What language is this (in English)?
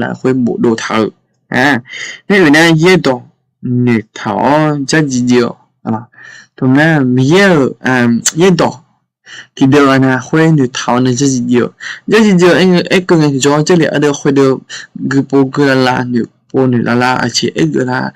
Akha